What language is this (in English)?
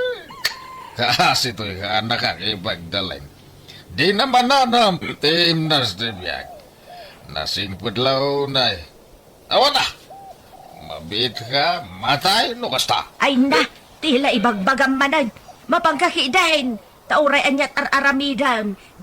Iloko